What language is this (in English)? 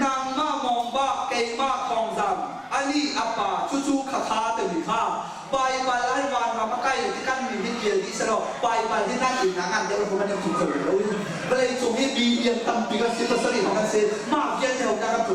Hakha Chin